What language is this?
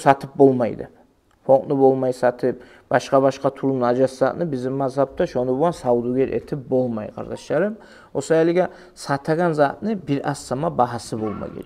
Kumyk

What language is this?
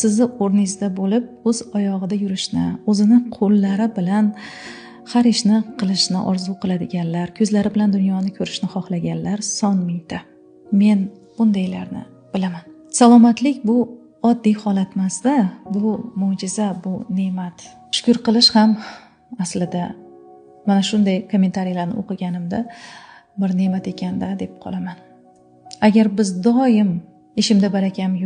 Uzbek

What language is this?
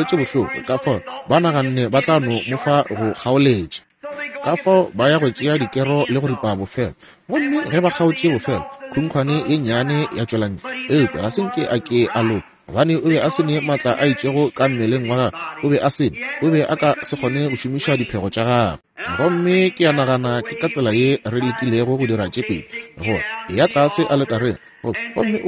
Northern Sotho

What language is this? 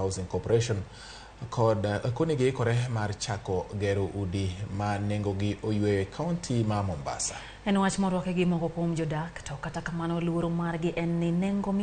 Luo (Kenya and Tanzania)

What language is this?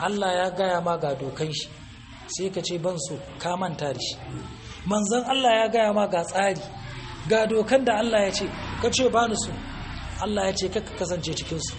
Hausa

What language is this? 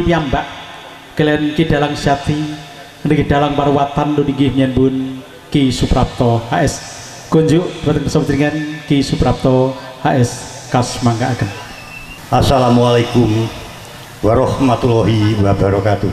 Javanese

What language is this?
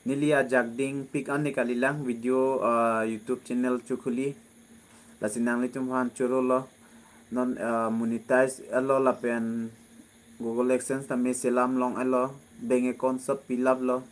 Karbi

